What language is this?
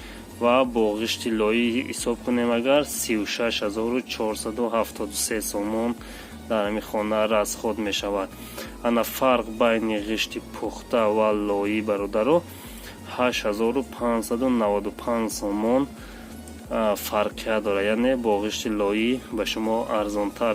Tajik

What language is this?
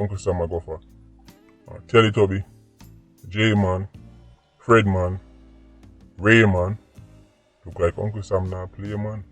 Jamaican Creole English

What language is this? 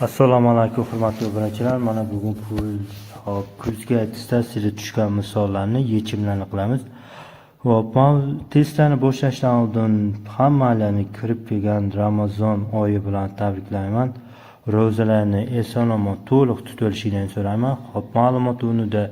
Uzbek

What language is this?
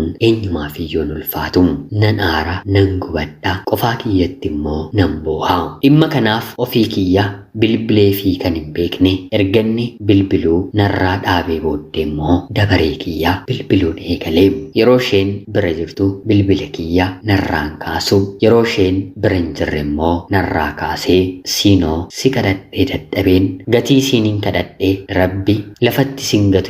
Oromo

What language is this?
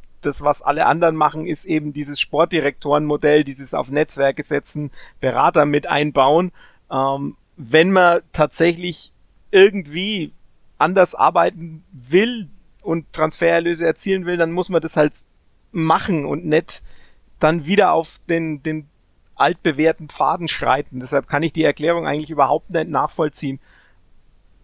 German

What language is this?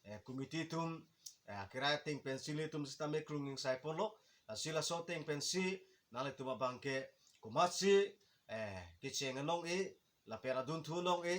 Karbi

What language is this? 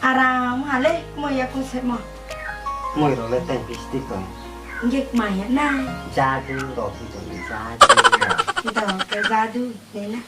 Riang (India)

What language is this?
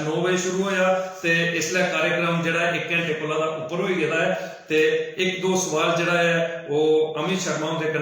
Dogri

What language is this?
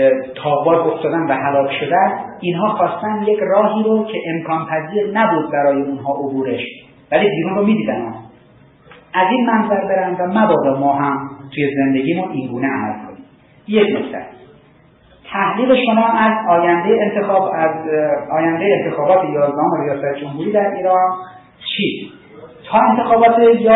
Persian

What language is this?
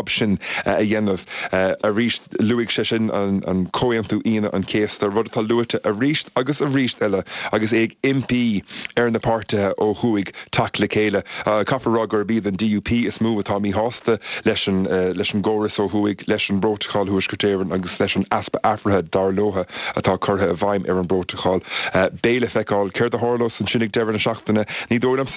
Irish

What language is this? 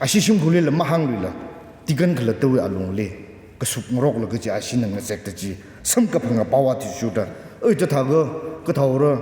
Tangkhul Naga (India)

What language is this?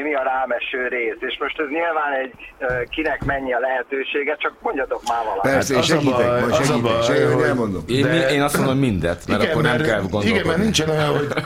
Hungarian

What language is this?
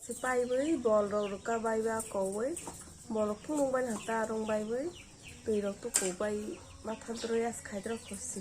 Kok Borok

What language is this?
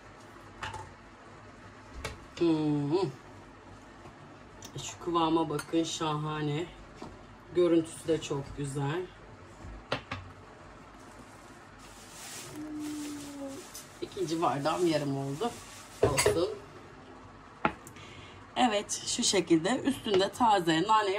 Turkish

